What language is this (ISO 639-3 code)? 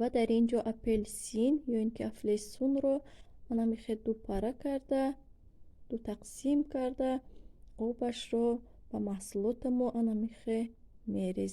tgk